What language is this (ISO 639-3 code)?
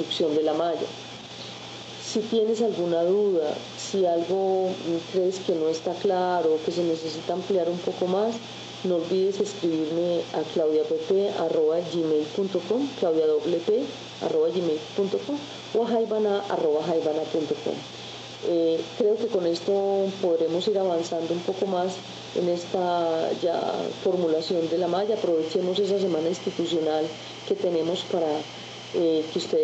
spa